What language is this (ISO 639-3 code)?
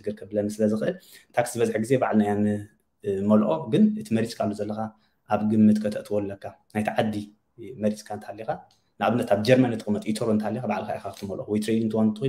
tir